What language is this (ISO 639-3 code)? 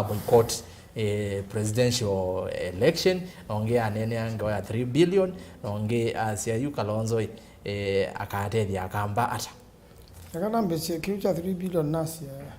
kam